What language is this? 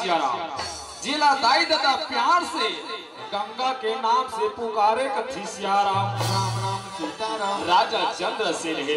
Chhattisgarhi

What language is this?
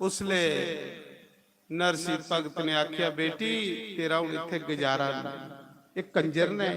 Dogri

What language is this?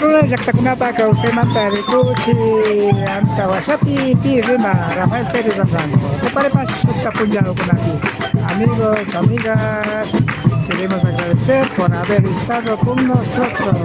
Imbabura Highland Quichua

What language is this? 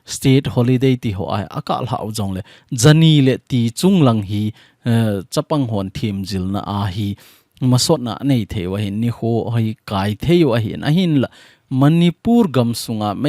Thado Chin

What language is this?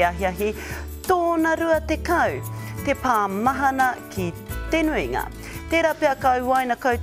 Māori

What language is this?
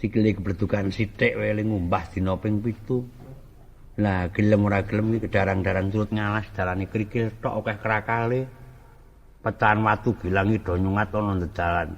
Javanese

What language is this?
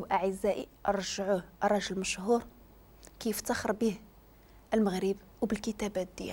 Moroccan Arabic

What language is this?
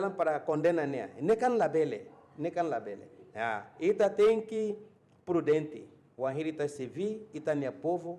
Tetum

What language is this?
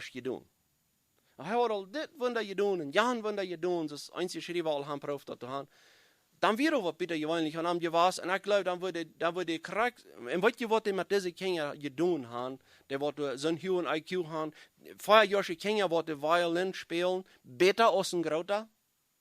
Plautdietsch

